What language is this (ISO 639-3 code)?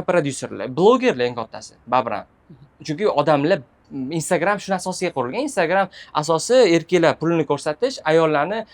uzb